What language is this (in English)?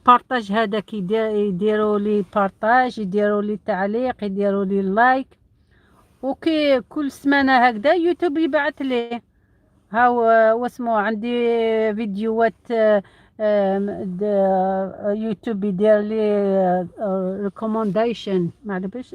Algerian Arabic